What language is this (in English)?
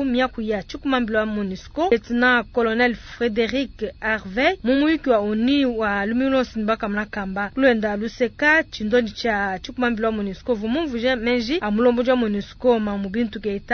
Luba-Lulua